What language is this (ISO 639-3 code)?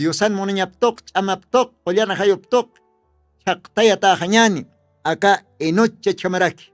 aym